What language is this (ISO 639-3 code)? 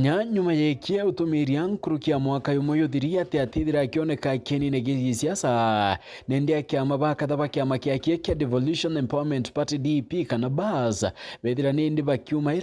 mer